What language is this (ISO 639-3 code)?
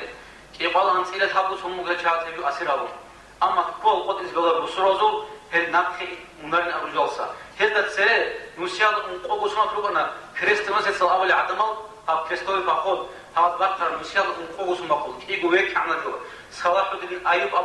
ava